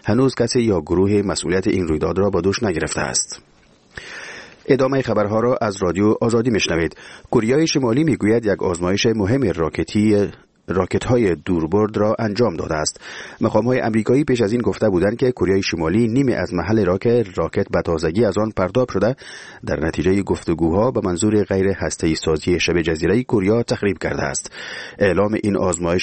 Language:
Persian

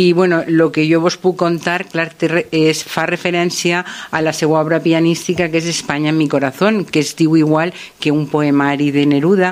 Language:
Catalan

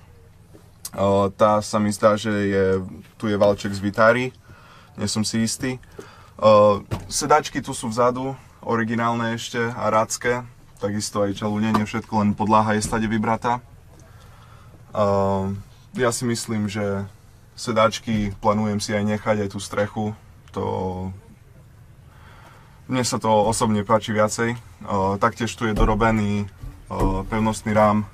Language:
Slovak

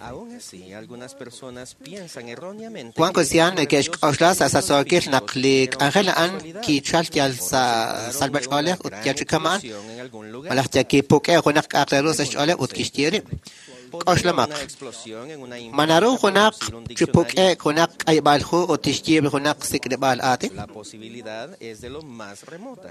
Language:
Kekchí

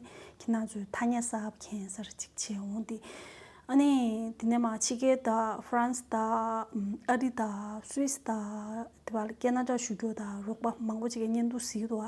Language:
Tibetan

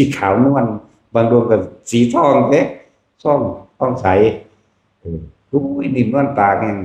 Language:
Northeastern Thai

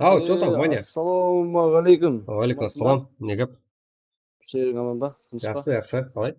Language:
Kara-Kalpak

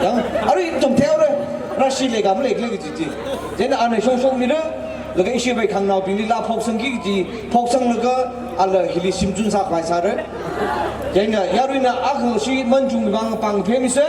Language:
Tangkhul Naga (India)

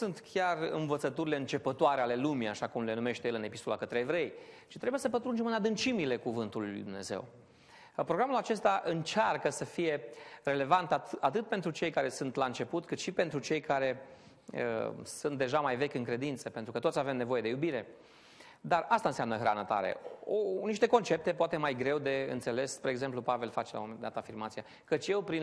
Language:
Romanian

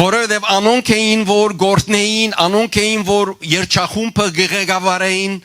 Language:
Western Armenian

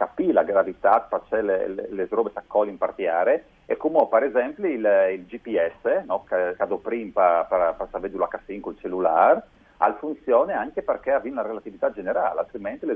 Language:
Friulian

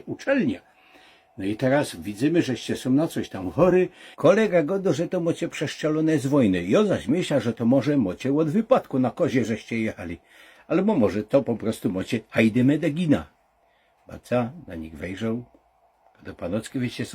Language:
Silesian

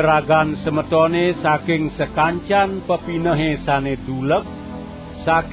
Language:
Balinese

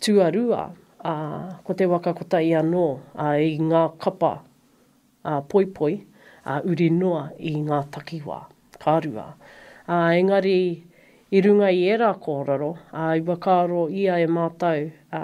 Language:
Māori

